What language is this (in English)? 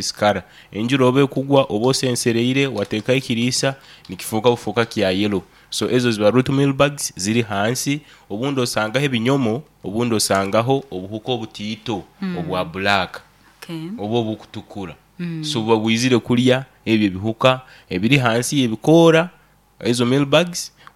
Nyoro